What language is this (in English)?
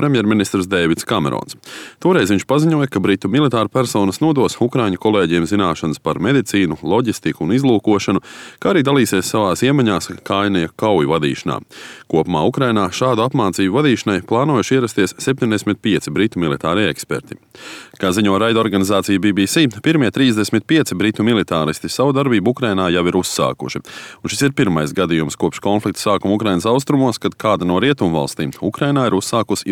Latvian